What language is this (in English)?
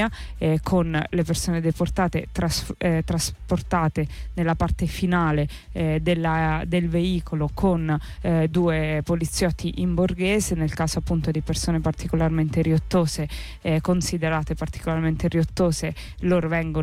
Italian